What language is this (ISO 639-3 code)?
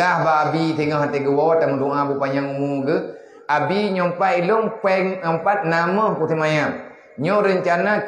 ace